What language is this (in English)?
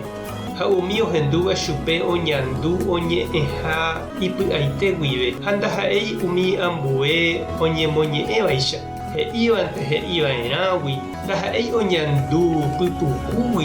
Guarani